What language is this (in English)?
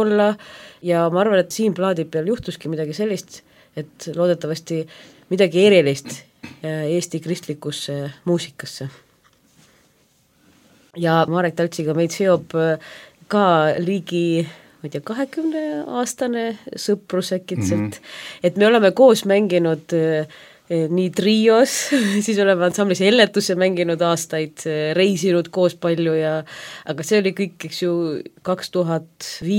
Estonian